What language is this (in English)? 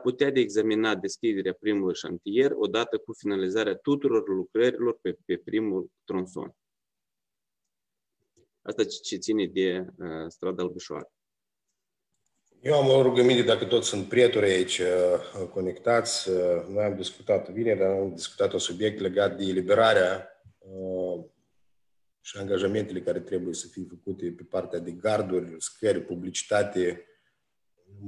Romanian